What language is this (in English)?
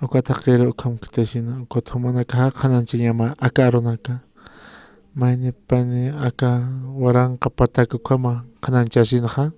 Aymara